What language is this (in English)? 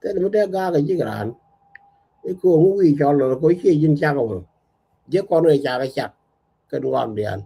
Nuer